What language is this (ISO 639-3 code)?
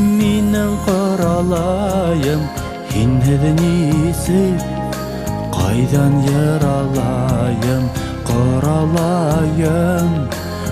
bak